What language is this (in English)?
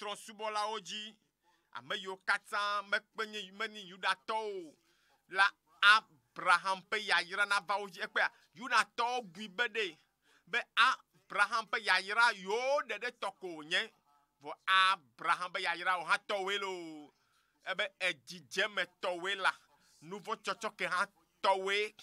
Ewe